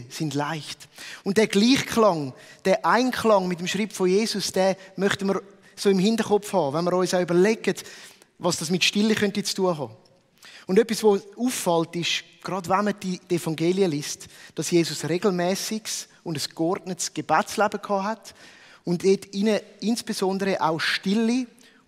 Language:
Swiss German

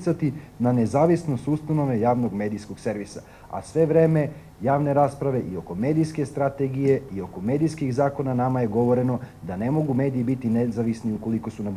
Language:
Serbian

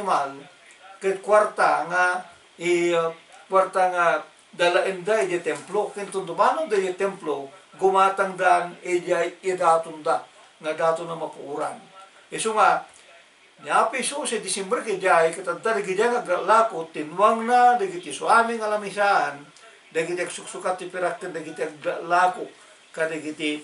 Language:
Iloko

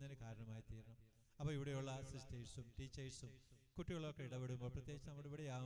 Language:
Malayalam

